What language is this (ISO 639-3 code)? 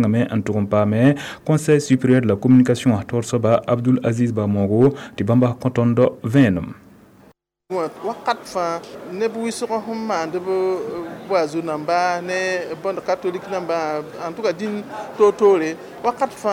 mos